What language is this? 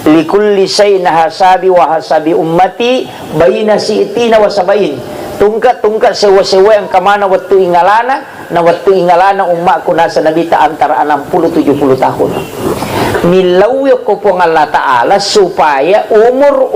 Buginese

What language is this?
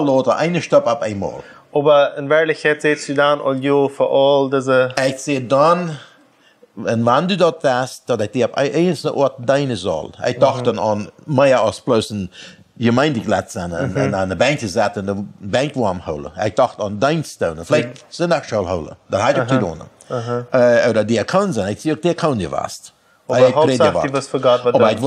Plautdietsch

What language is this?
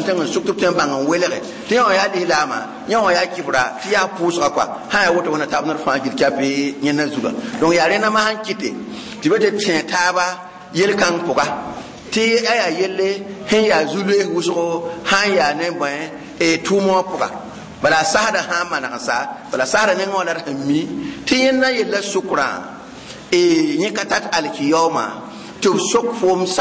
Mossi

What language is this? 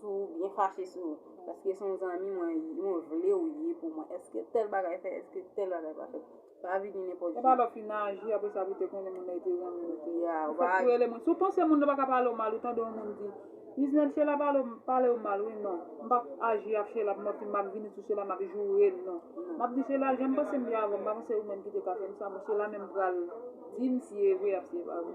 Haitian Creole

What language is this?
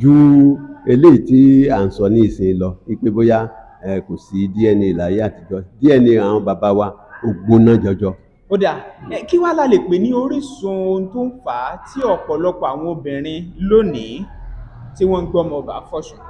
Yoruba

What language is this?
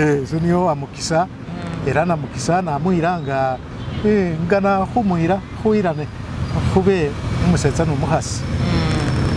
Masaaba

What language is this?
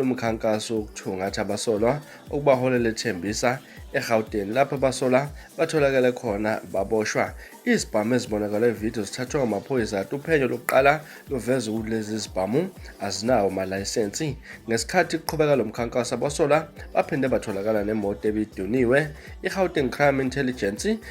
Zulu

